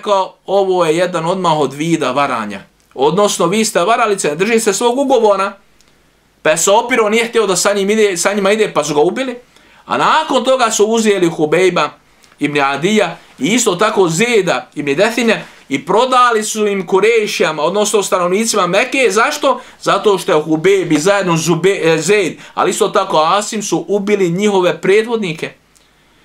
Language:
Bosnian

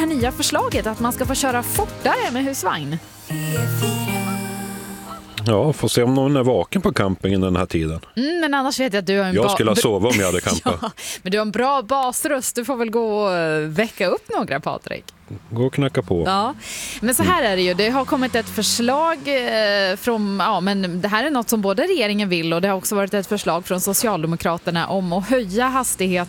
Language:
Swedish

